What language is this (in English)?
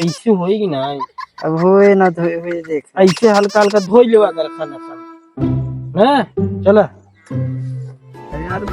Awadhi